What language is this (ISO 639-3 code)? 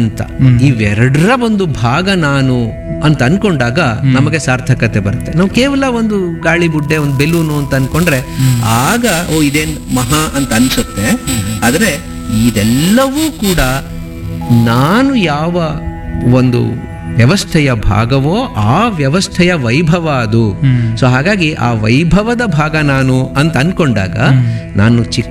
kan